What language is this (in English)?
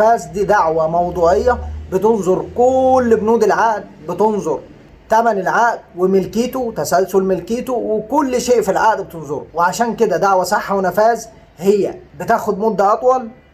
Egyptian Arabic